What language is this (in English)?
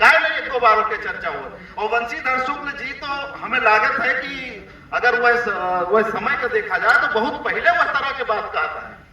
Awadhi